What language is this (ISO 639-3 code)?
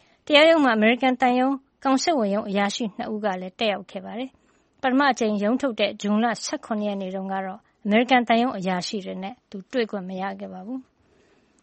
mya